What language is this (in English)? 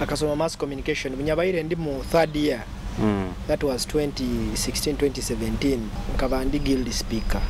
Nyoro